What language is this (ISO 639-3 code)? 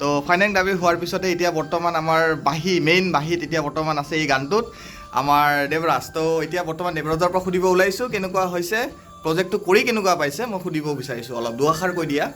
asm